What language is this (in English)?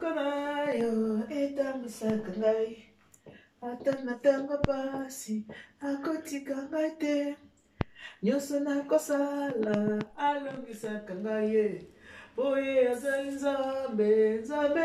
Lingala